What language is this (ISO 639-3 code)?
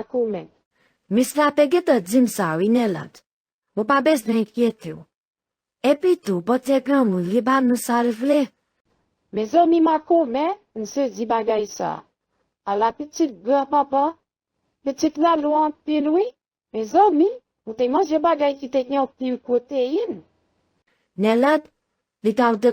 hat